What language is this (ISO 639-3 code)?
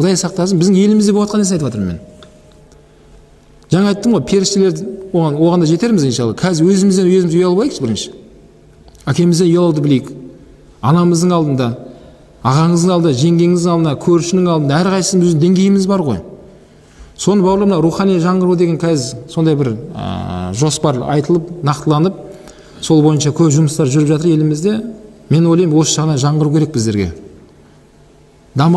kaz